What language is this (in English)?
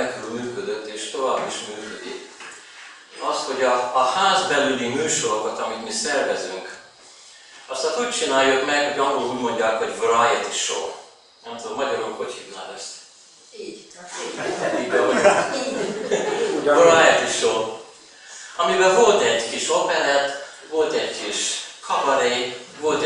Hungarian